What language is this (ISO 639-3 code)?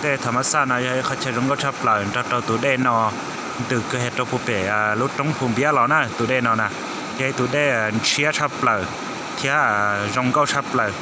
hmn